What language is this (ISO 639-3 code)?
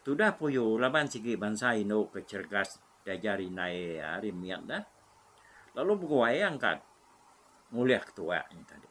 iba